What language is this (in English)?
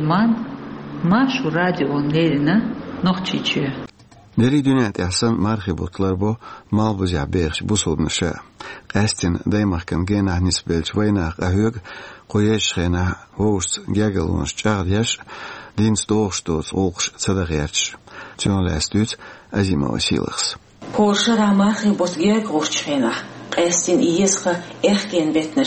Chechen